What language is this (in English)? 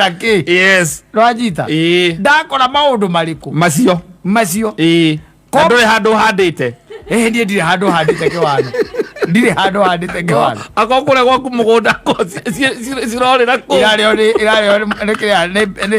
Kikuyu